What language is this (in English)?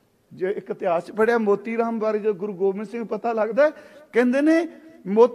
Punjabi